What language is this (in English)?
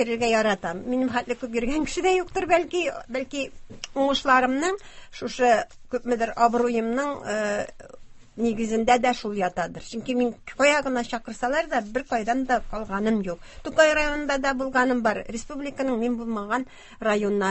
Tatar